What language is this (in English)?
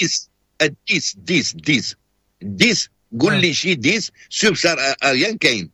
Moroccan Arabic